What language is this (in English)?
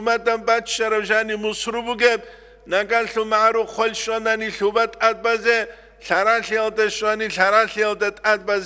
Avaric